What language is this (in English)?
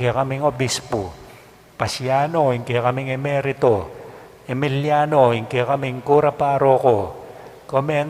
Pampanga